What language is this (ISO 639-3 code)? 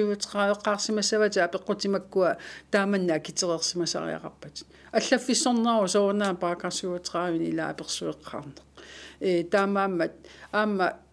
kal